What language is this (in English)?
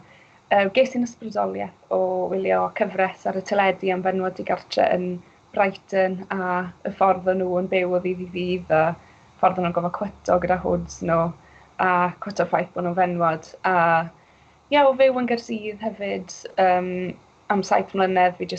Welsh